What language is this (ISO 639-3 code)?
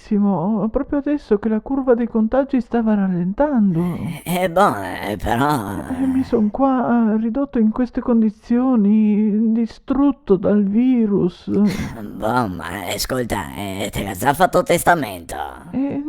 vec